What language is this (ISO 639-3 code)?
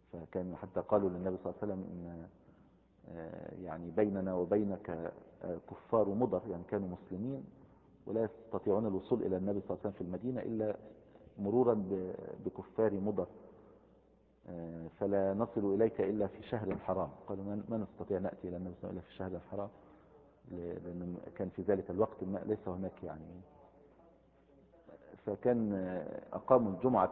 ara